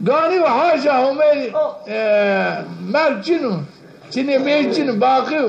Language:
Zaza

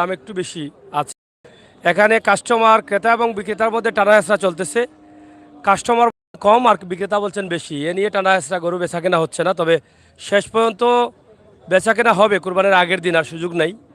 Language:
Sylheti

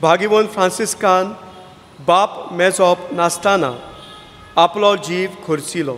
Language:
Konkani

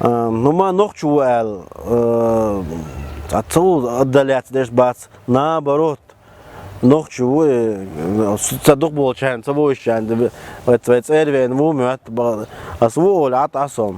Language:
Chechen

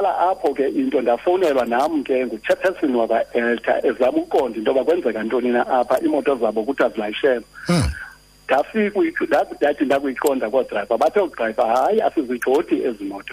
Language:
Xhosa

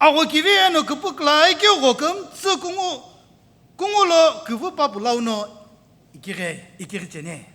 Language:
Sumi Naga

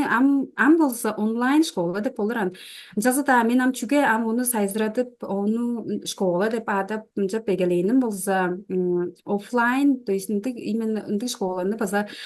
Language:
Tuvinian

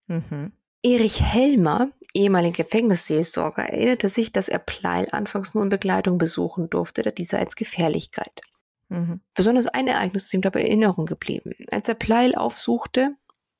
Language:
German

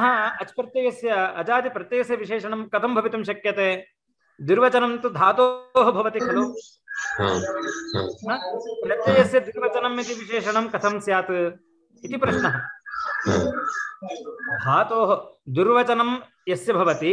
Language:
Sanskrit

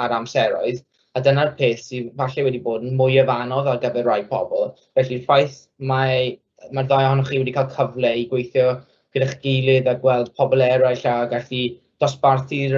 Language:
Welsh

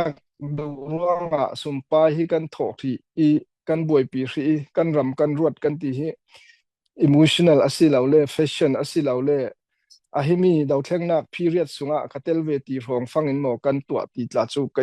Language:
Falam Chin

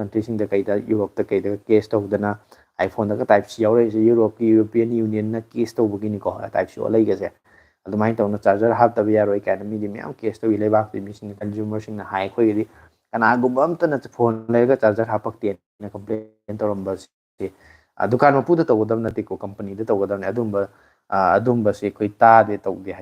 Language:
Manipuri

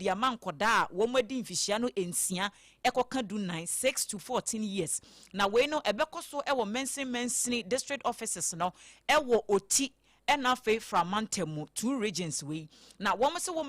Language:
Akan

